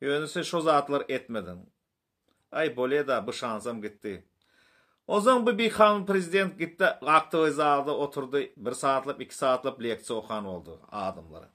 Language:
Turkmen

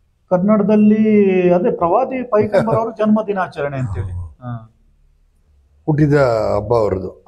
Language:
Kannada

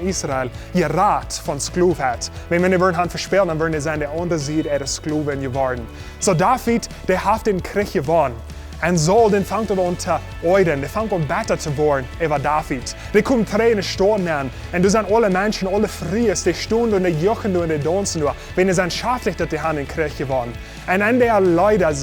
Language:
Plautdietsch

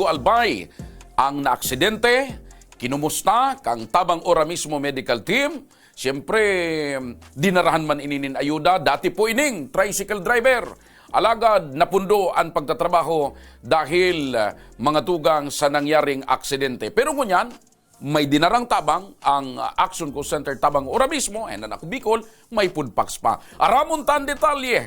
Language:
Bikol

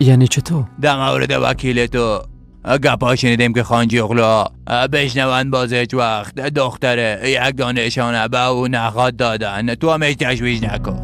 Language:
Persian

